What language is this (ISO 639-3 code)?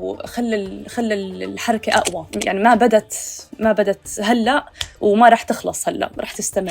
apc